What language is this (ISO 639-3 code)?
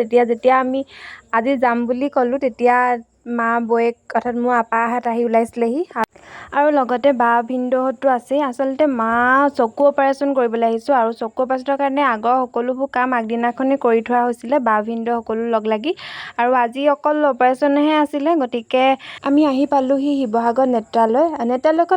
asm